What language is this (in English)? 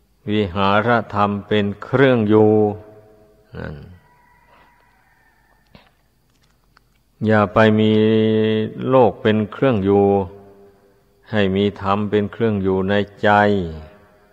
Thai